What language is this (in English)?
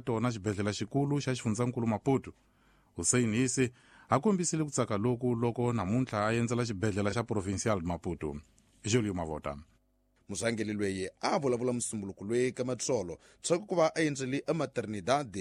Tsonga